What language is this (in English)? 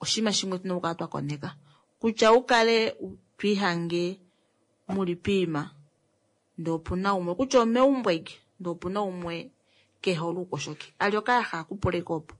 Kuanyama